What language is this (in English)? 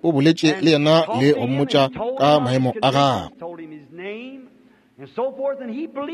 Northern Sotho